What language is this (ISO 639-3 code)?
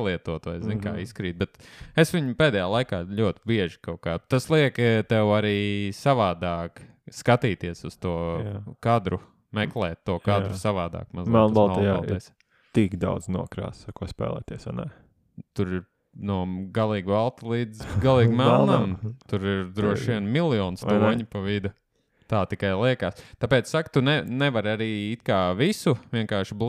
lav